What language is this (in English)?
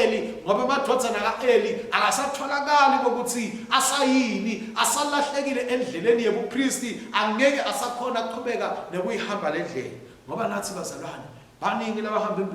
Swati